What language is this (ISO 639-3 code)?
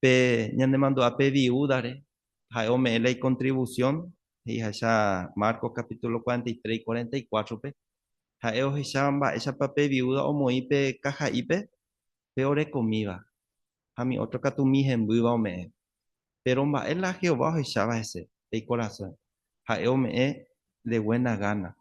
grn